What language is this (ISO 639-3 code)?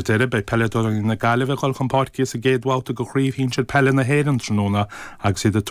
gle